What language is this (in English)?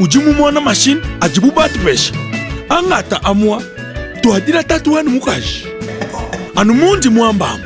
Luba-Lulua